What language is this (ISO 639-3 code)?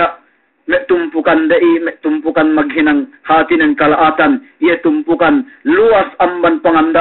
yka